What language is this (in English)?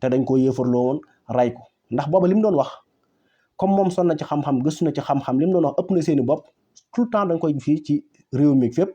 Wolof